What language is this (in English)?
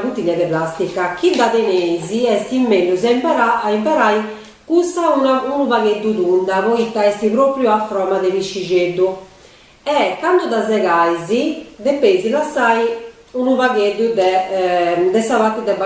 Sardinian